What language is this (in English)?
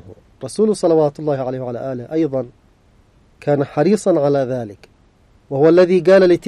Arabic